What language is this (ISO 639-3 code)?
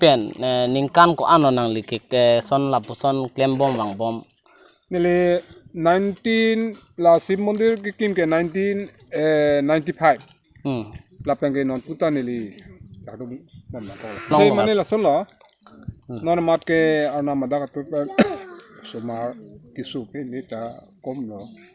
mjw